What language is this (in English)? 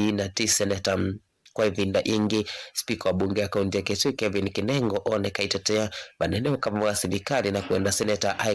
Kamba